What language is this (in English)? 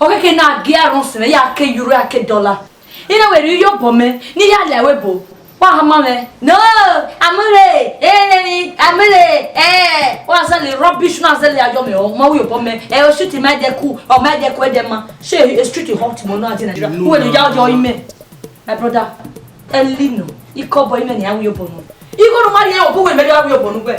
Bini